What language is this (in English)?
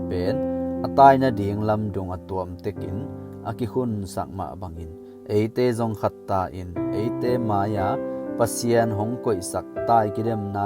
Tedim Chin